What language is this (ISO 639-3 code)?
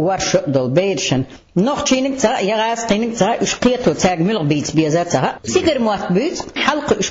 che